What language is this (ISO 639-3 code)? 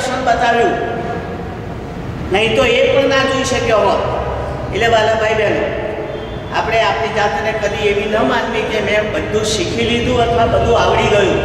guj